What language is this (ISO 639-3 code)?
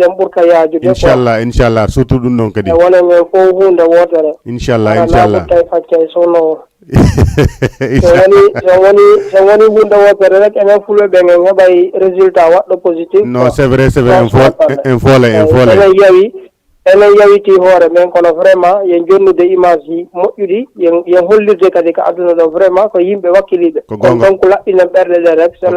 ful